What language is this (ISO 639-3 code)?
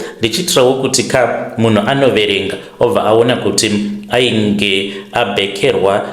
sna